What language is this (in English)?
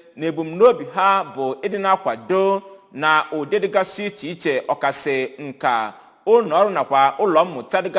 Igbo